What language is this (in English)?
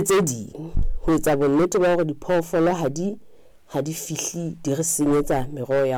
Southern Sotho